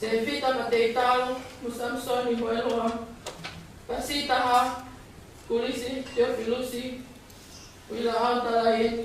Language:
Tongan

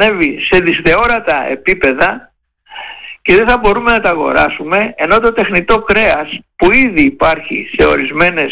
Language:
Greek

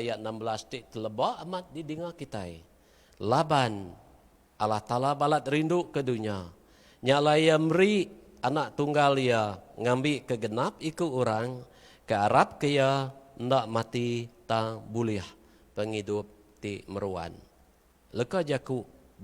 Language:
Iban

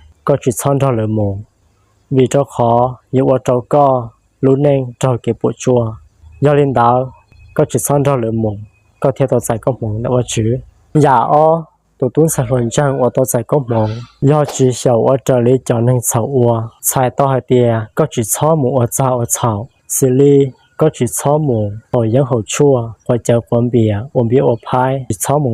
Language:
Hmong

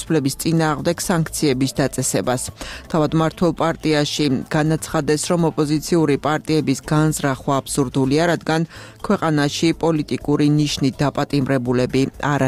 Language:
Georgian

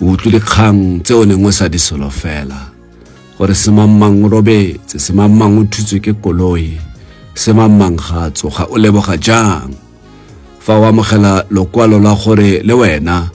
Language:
Tswana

